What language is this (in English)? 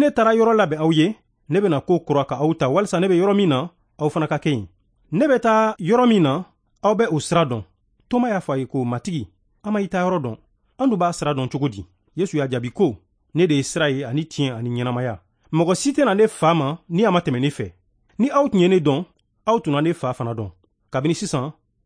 Bambara